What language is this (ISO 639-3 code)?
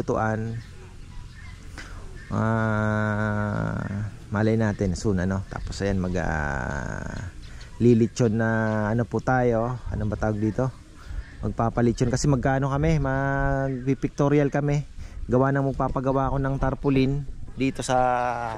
fil